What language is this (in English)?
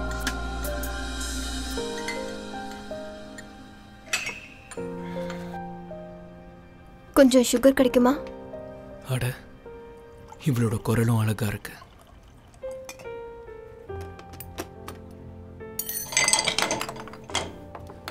Tamil